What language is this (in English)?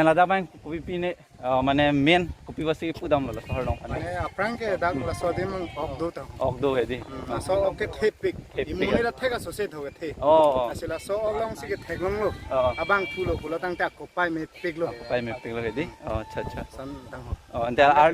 Karbi